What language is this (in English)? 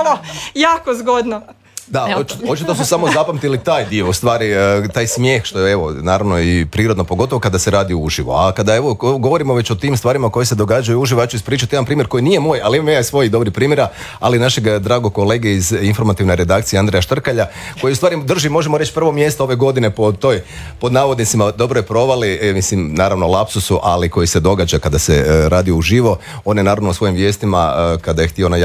Croatian